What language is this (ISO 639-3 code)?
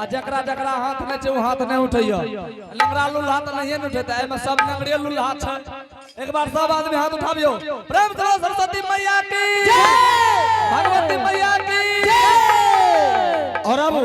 anp